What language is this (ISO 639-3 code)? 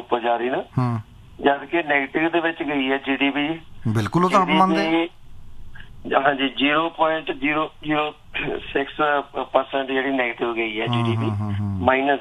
pan